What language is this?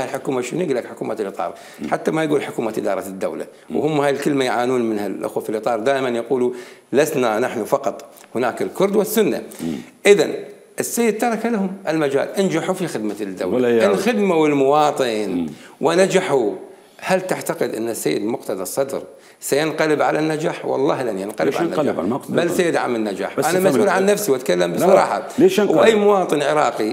Mesopotamian Arabic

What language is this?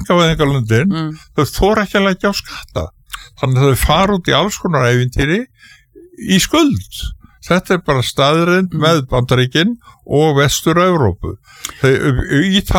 Icelandic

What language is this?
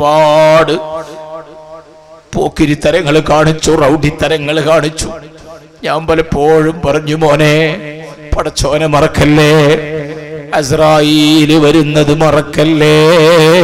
Malayalam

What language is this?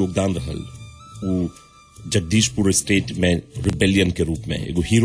Bhojpuri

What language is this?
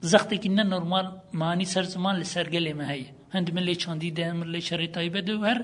Kurdish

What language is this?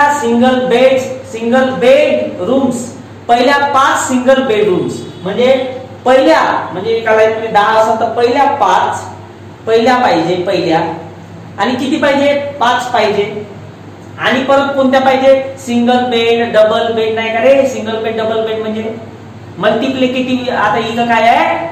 Marathi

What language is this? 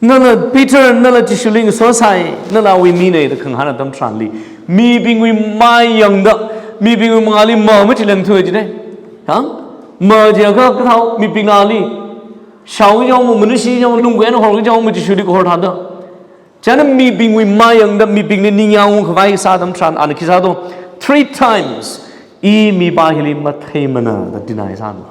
Tangkhul Naga (India)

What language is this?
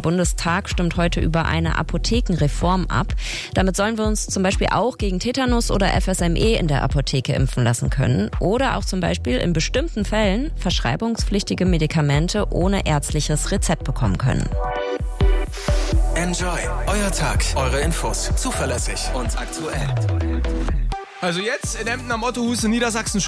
German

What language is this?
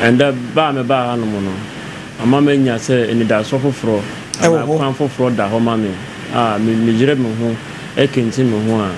Akan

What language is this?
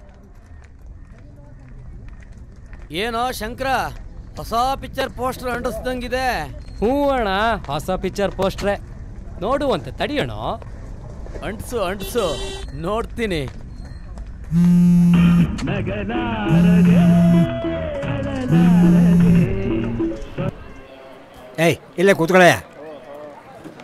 Kannada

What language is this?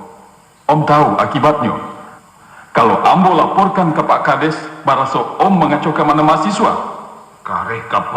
Minangkabau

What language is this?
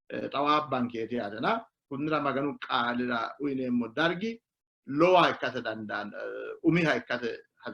Sidamo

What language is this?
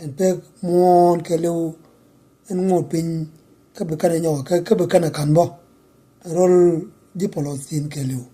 Nuer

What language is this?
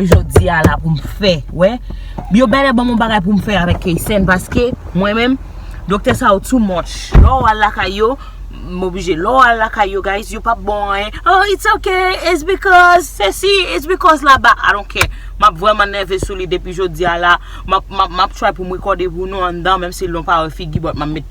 Haitian Creole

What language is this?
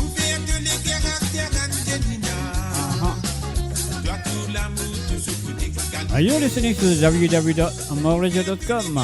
Morisyen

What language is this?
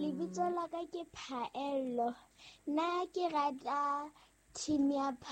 Southern Sotho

